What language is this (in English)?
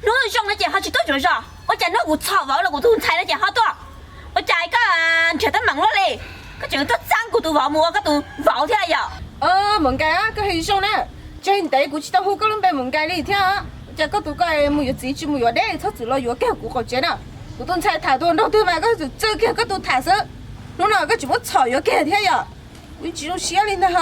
Hmong